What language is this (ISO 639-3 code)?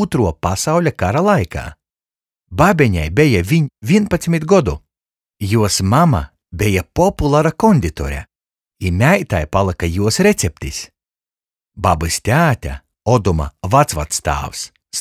ltg